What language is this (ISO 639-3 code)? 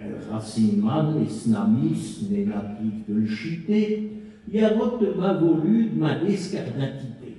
pcd